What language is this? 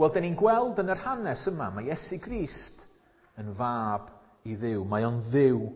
Welsh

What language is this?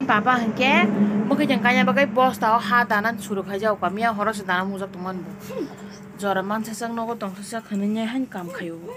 Kok Borok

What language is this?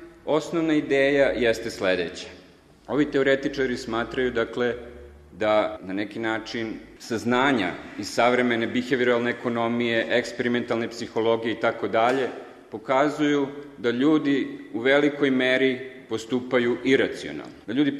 Serbian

